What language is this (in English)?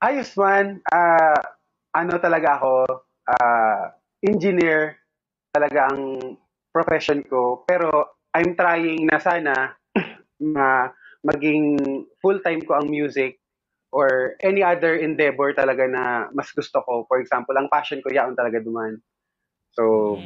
Bikol